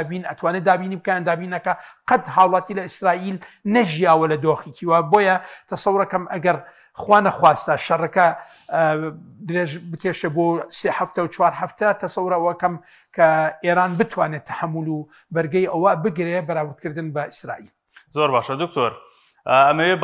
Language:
Central Kurdish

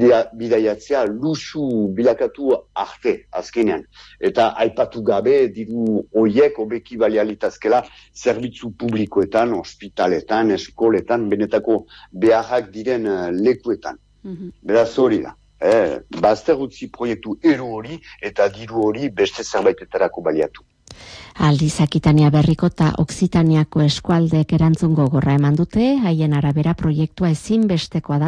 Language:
Basque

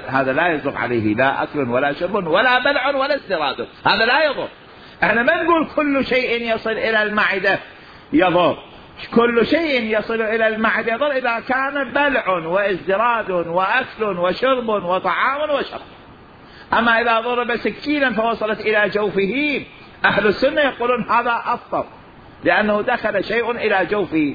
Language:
Mesopotamian Arabic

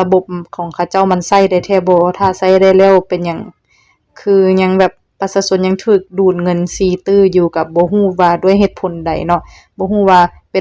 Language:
Lao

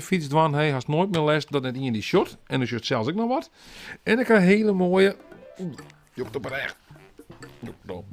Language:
Western Frisian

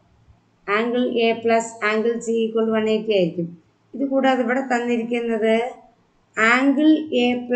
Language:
Malayalam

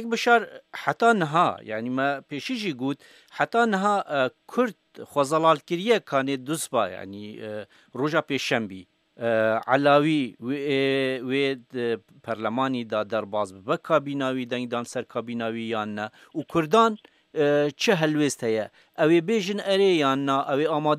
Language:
Kurdish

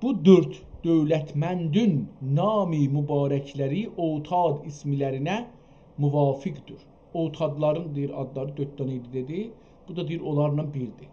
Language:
South Azerbaijani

